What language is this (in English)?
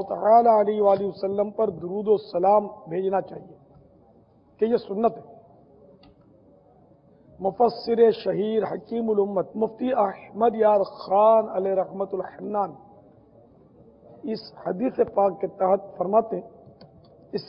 Urdu